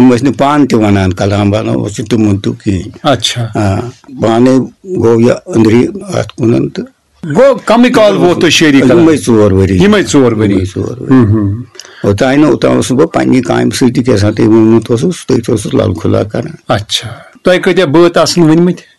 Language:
Kashmiri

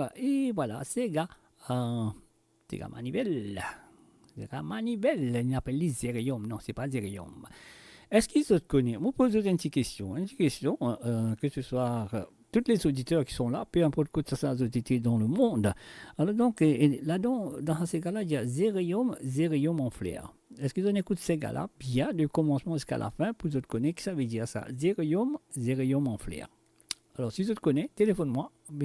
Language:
Morisyen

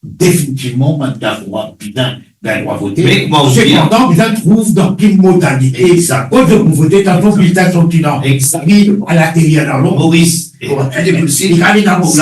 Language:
Morisyen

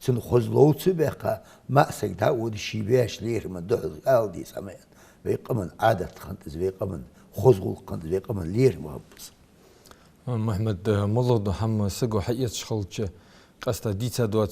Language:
Ingush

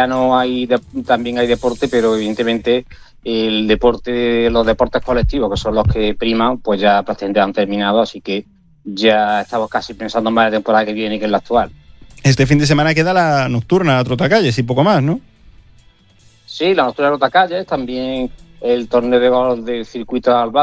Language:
Spanish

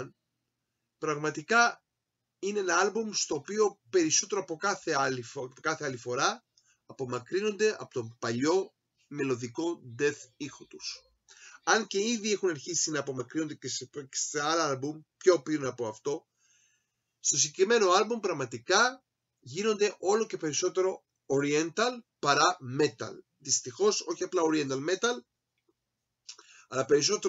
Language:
Greek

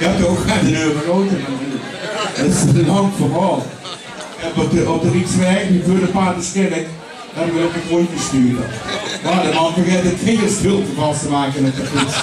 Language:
Limburgish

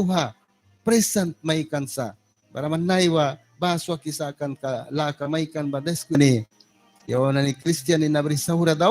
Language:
Mískito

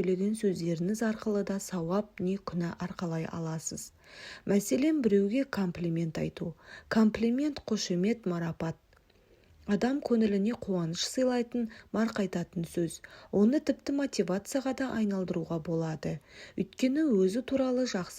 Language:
Kazakh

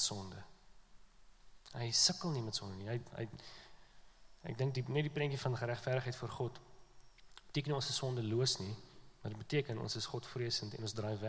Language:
Afrikaans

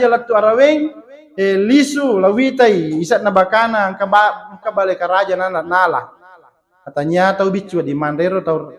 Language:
Buginese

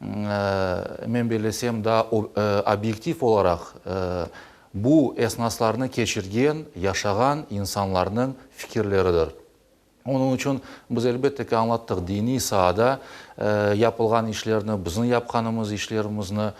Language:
Crimean Tatar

